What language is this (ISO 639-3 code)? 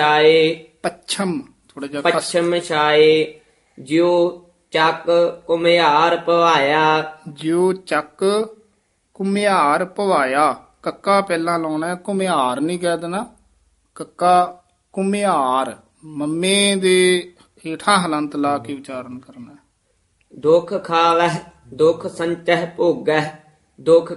pan